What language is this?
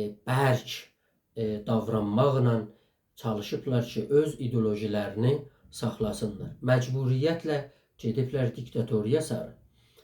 South Azerbaijani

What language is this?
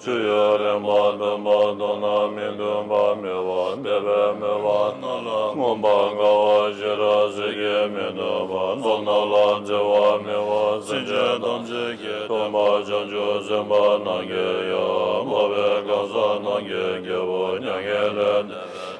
Tibetan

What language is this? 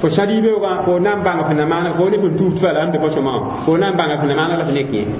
Mossi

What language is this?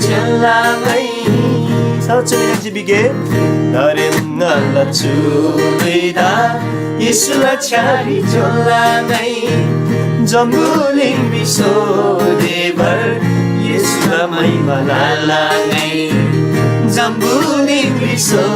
Eastern Tamang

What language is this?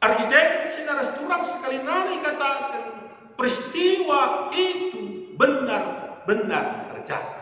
Batak Karo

